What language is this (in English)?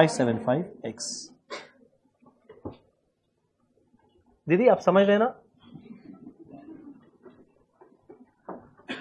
Hindi